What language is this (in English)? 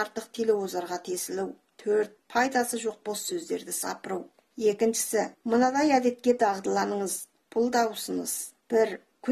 Kazakh